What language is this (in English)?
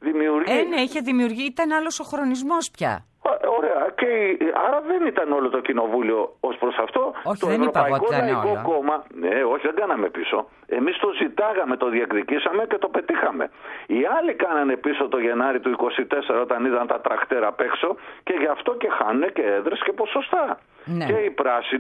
Greek